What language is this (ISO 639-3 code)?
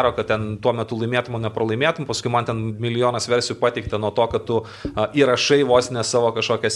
lit